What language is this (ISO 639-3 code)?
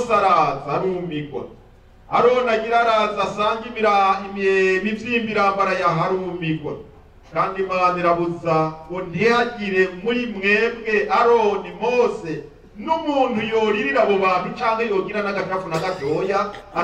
run